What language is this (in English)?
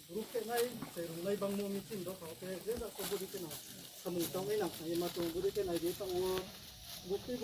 Riang (India)